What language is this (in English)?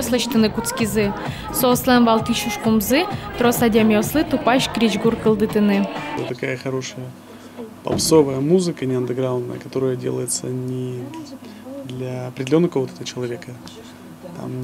Udmurt